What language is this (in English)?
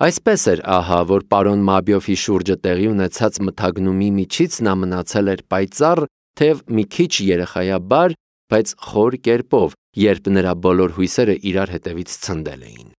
Armenian